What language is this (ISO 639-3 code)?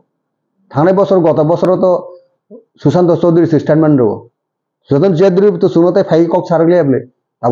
trp